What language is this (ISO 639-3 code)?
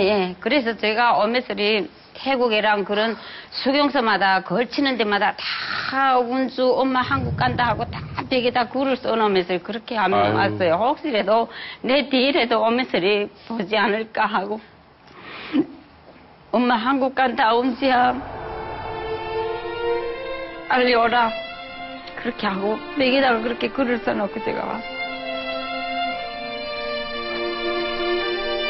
kor